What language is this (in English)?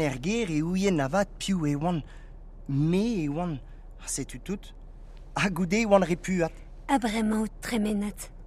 Breton